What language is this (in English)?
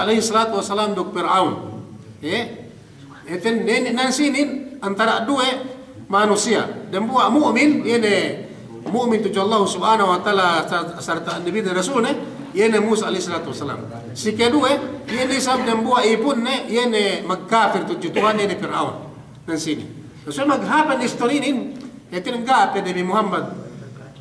Yakan